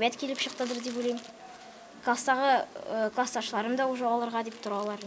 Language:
Tatar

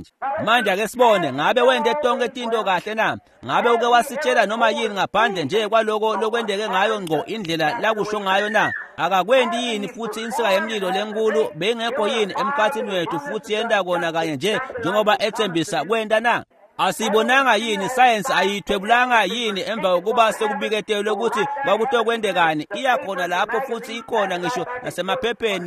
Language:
Swati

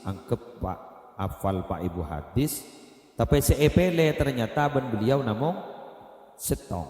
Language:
Madurese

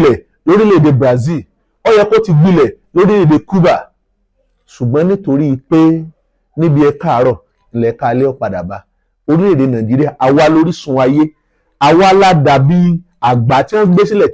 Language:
Yoruba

